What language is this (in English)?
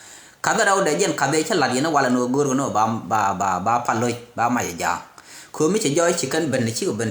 Nuer